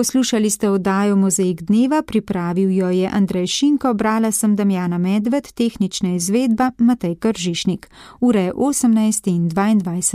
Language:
Slovenian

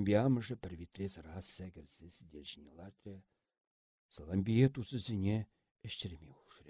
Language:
Chuvash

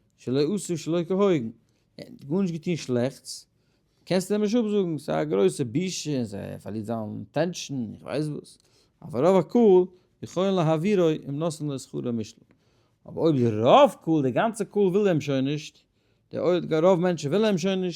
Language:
Yiddish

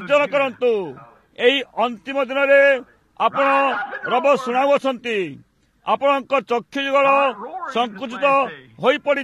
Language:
Odia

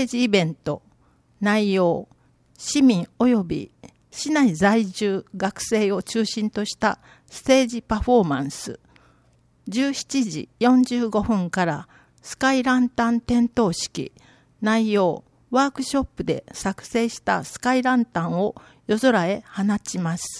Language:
Japanese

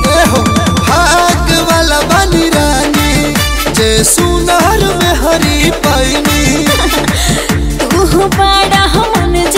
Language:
Bhojpuri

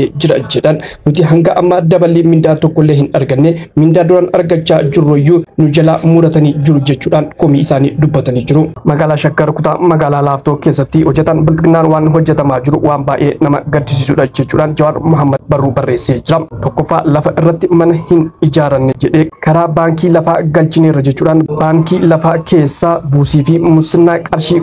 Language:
Oromo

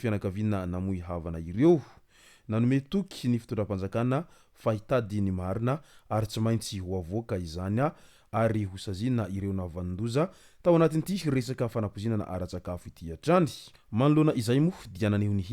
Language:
Malagasy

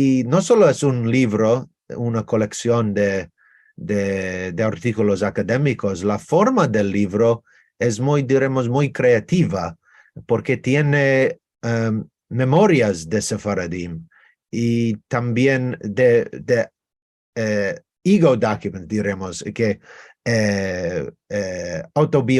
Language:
Ladino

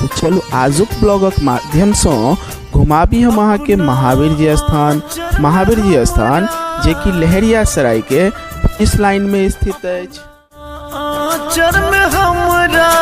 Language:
Maithili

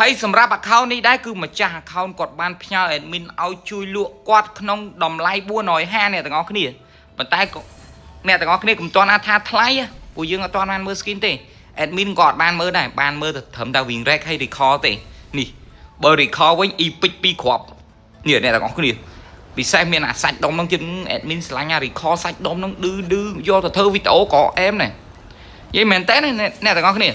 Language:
Khmer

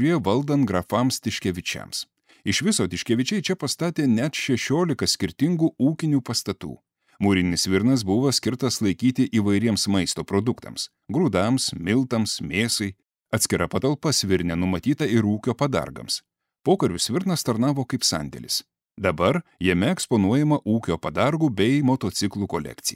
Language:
Lithuanian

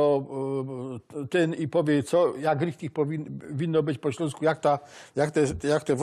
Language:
Silesian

